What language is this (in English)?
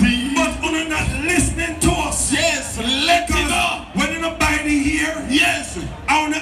Jamaican Creole English